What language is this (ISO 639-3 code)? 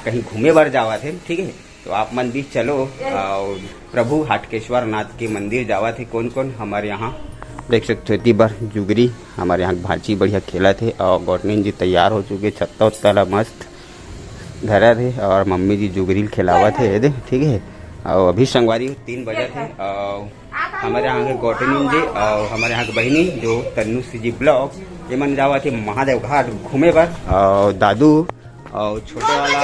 hne